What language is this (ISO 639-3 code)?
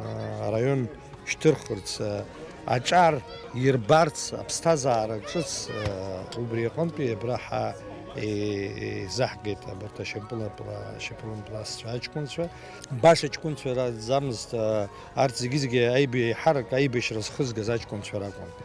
abk